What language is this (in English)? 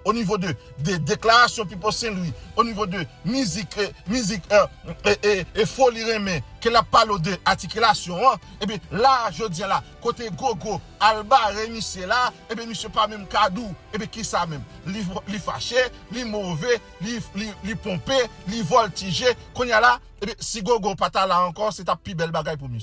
Haitian Creole